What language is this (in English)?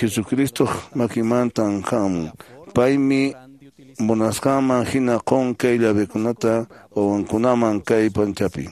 Quechua